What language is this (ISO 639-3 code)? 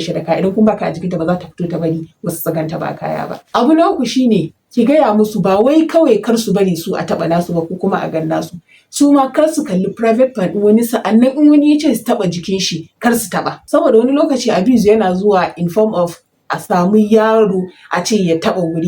hau